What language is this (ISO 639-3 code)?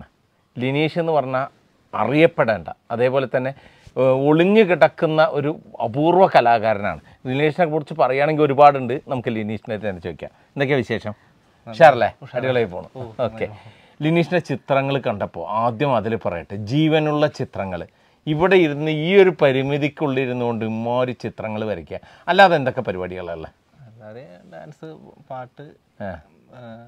mal